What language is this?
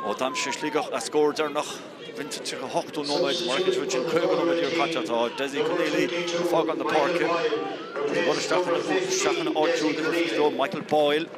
Irish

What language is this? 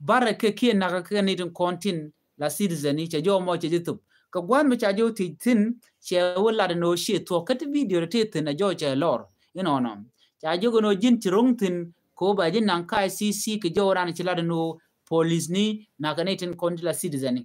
Nuer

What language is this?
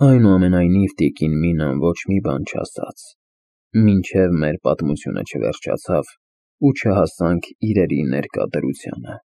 Armenian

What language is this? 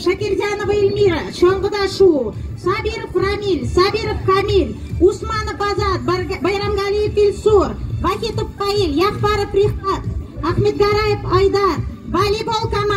Tatar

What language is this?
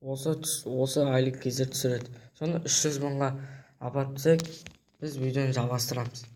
Kazakh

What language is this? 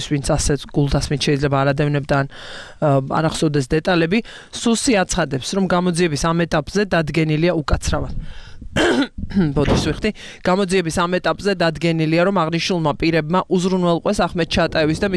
Georgian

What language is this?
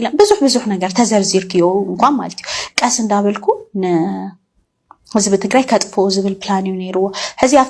Tigrinya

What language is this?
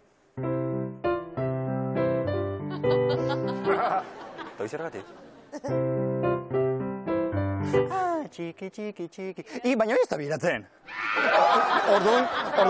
Basque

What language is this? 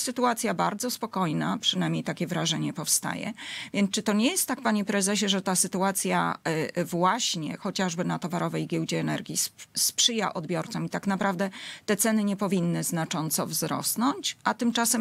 Polish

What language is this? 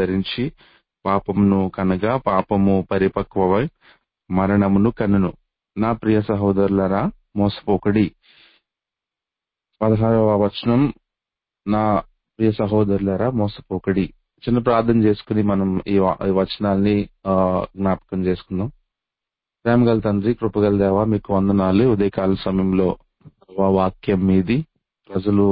Telugu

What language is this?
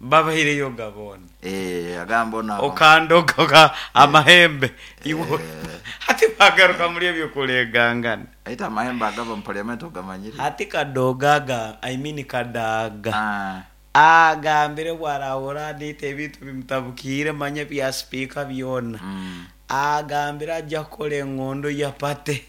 Nyoro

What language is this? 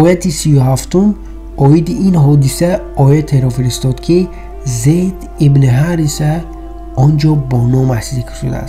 Tajik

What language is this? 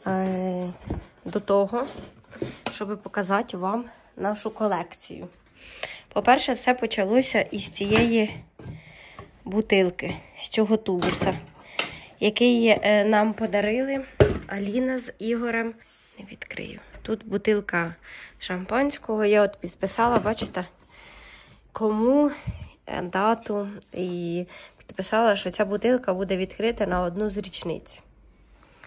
Ukrainian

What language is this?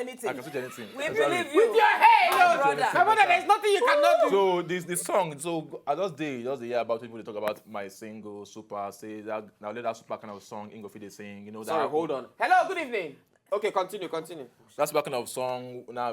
Nigerian Pidgin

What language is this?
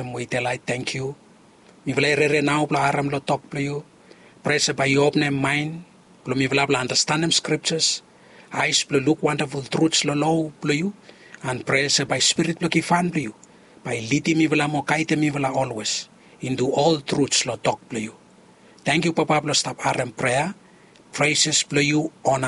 Bislama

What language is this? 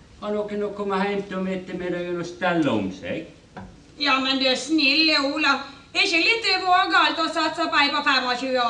Norwegian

